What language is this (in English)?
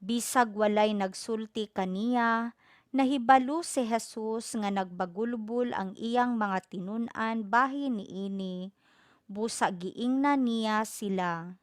Cebuano